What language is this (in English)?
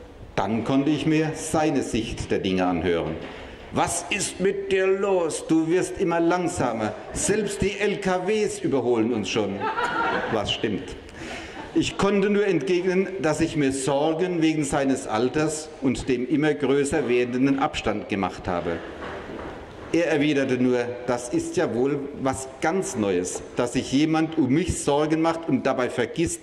German